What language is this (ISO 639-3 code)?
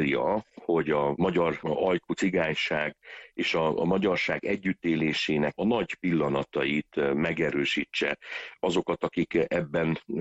hun